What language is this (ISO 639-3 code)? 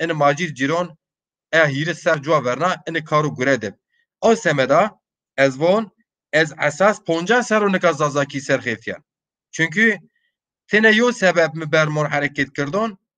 zza